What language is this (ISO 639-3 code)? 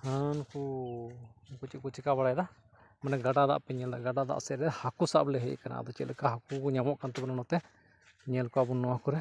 sat